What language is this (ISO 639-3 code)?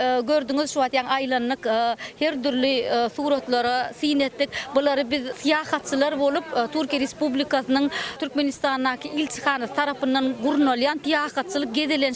tuk